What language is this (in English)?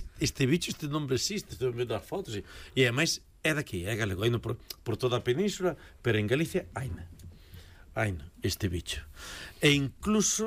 Galician